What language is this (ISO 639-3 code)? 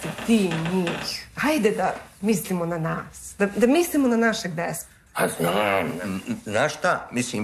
srp